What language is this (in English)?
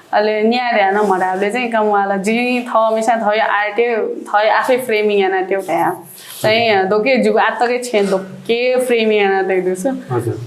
Newari